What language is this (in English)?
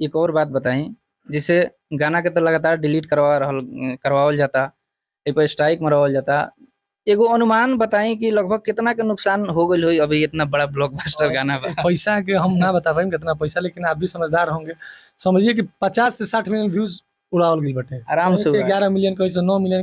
Bhojpuri